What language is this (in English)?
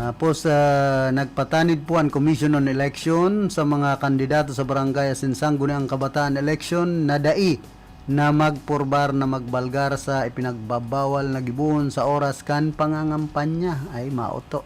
Bikol